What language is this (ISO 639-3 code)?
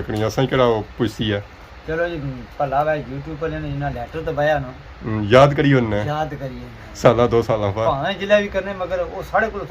phr